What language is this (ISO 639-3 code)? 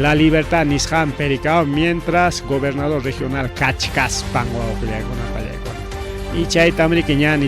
quy